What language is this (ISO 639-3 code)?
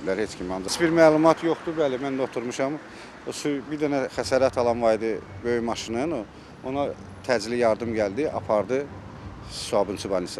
aze